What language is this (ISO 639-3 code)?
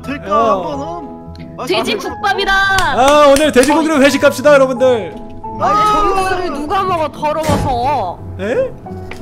kor